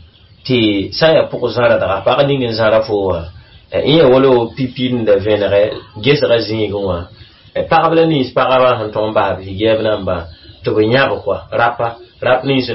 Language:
Mossi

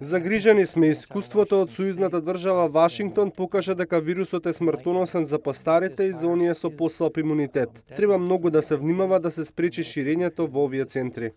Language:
Macedonian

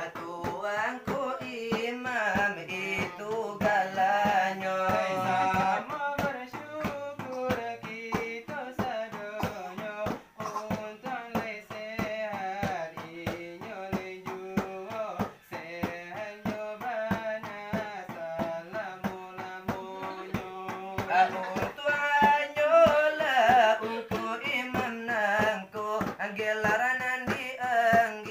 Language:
Minangkabau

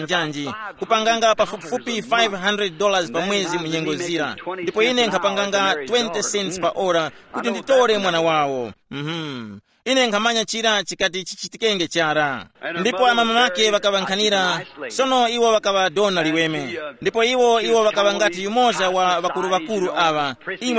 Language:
Tumbuka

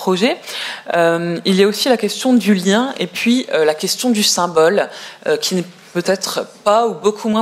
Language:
French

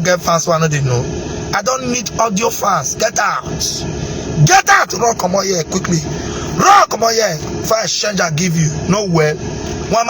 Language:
Nigerian Pidgin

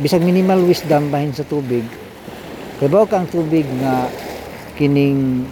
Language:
Cebuano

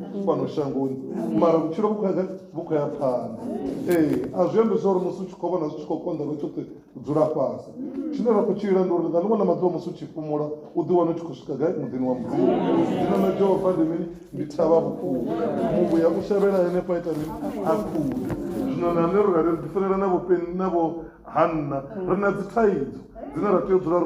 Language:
Venda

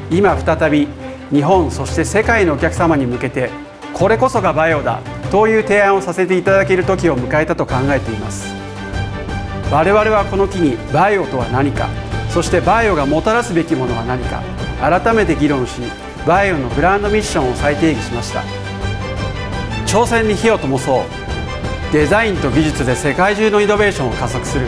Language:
Japanese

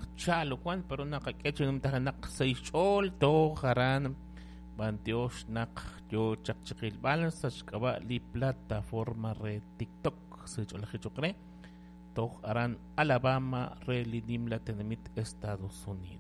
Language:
Kekchí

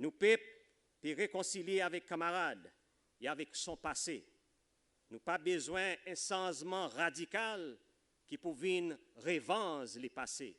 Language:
Seselwa Creole French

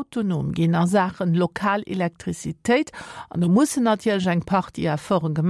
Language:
Luxembourgish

